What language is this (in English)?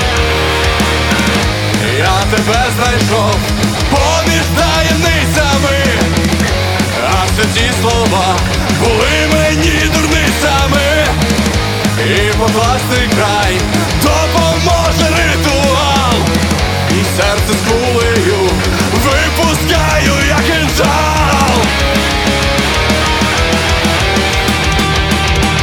Ukrainian